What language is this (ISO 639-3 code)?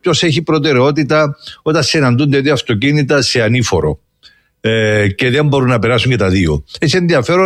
ell